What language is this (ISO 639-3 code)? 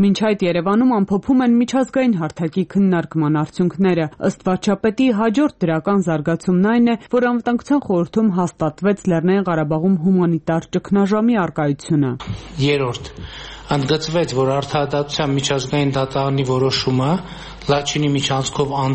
hye